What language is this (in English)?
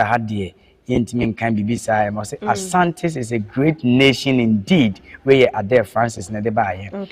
Akan